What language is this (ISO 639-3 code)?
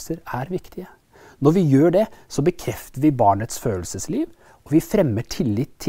nor